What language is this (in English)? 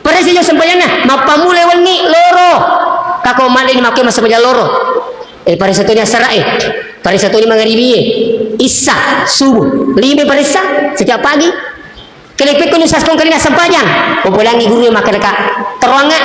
Buginese